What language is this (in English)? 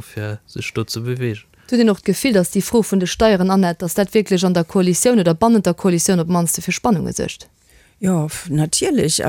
Luxembourgish